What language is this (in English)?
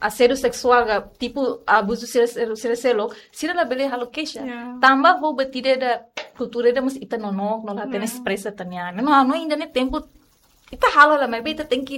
Tetum